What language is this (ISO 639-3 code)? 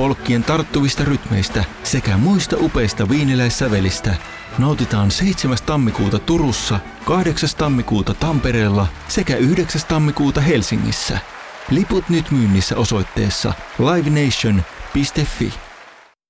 fin